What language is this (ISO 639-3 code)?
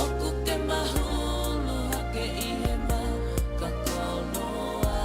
ton